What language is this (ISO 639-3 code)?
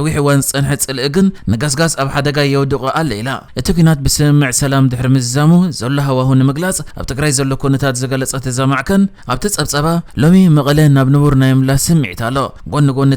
tir